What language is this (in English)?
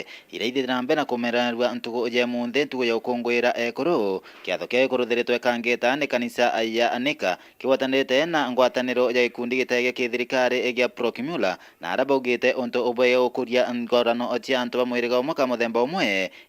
Meru